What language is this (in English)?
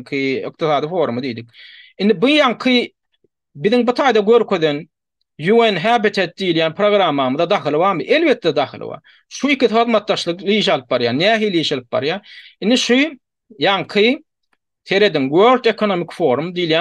Turkmen